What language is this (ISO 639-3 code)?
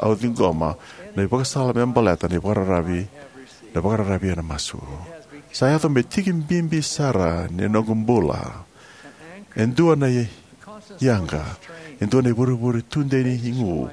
fij